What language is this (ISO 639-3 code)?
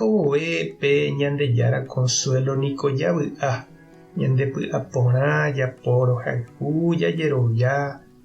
grn